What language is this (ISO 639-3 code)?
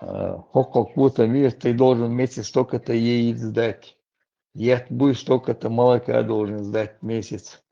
che